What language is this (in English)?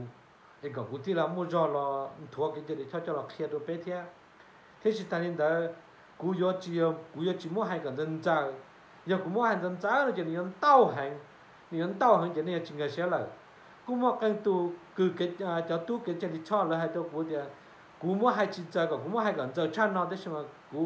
Hmong